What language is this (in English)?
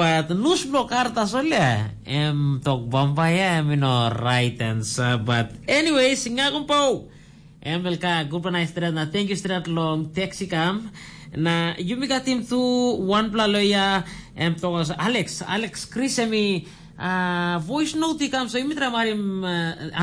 Tok Pisin